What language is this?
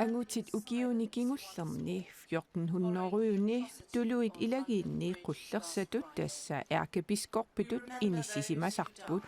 Kalaallisut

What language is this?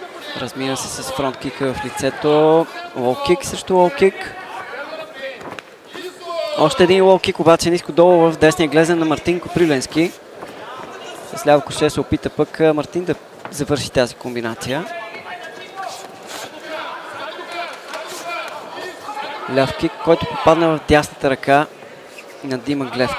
Bulgarian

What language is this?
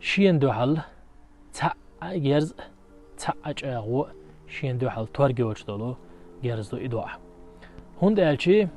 Chechen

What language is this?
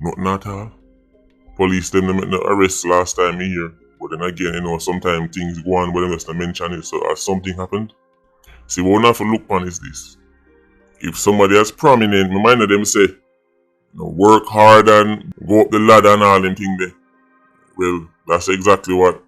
Jamaican Creole English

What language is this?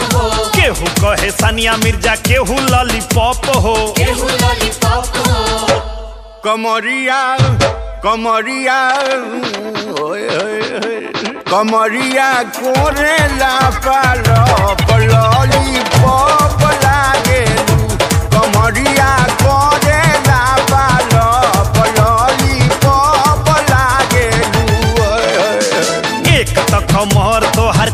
Bhojpuri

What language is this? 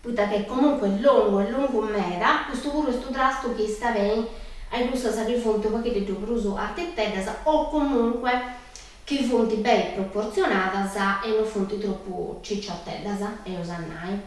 Sardinian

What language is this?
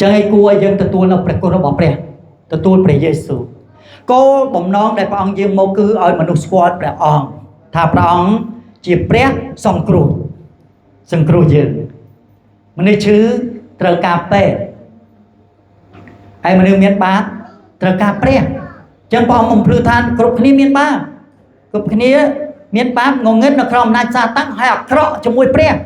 Khmer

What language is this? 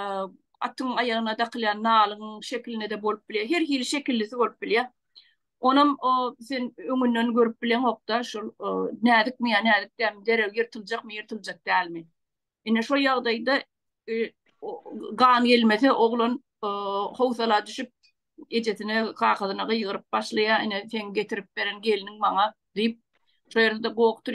Turkmen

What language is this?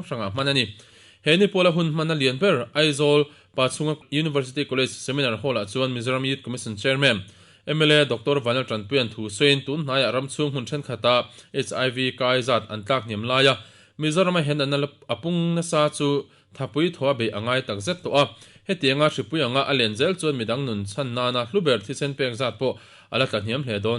Mizo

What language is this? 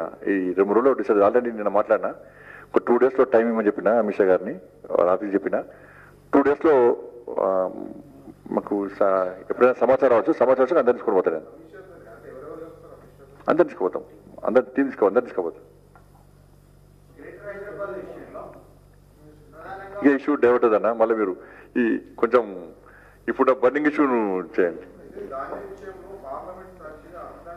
Telugu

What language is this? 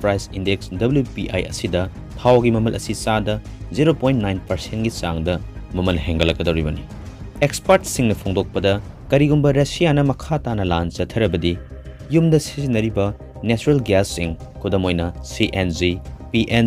Manipuri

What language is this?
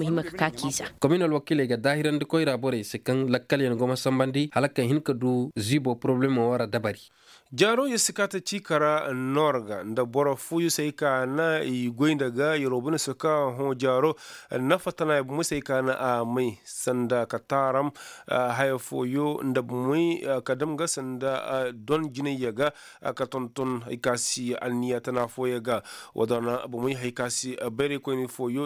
Koyraboro Senni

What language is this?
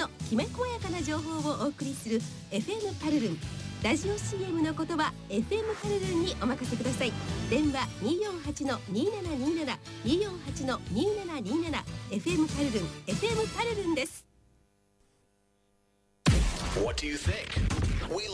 Japanese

